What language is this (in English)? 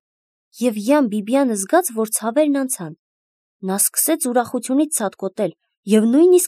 Armenian